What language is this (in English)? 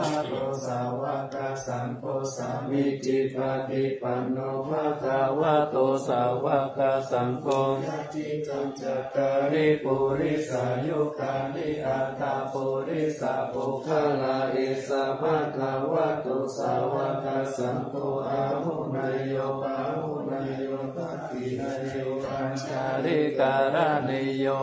Pali